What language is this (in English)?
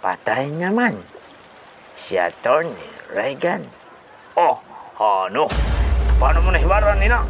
Hiligaynon